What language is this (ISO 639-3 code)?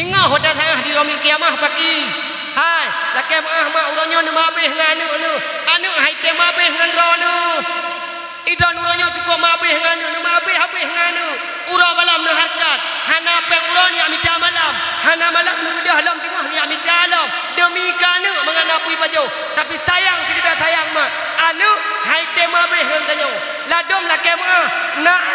ace